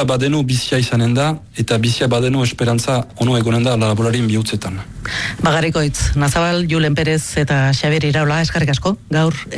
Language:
Basque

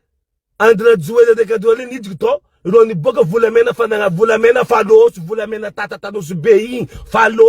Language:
Malagasy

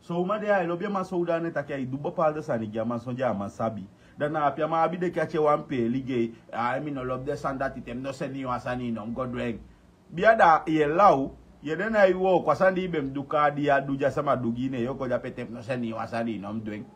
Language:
Sranan Tongo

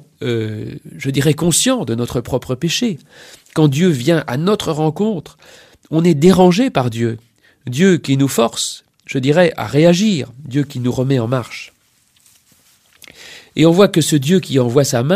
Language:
French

